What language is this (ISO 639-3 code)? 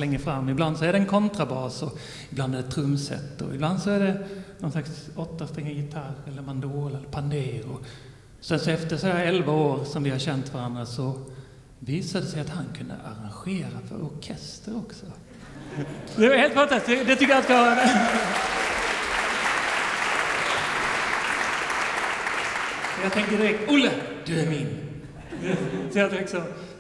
swe